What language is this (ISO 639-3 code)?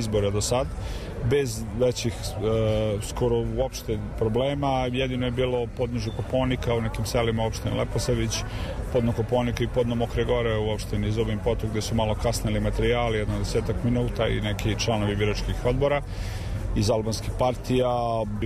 srp